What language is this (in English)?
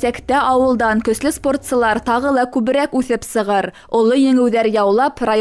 Bashkir